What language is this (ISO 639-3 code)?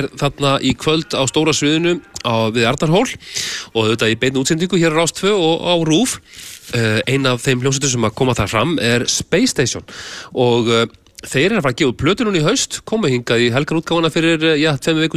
isl